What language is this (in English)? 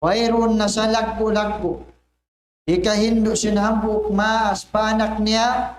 Tausug